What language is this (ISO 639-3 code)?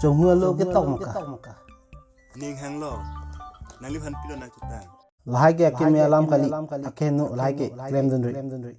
mjw